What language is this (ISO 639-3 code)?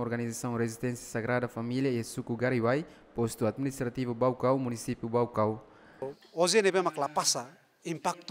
tet